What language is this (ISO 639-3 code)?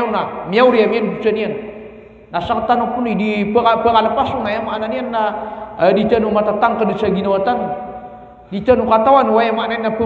mrw